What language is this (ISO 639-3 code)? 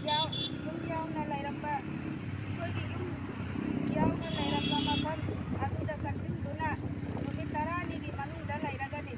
mni